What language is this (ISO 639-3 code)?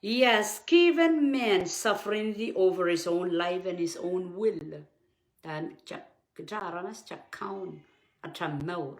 pon